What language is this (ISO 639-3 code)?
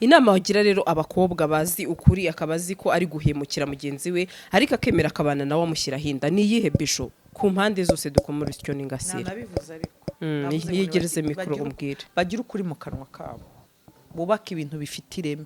kin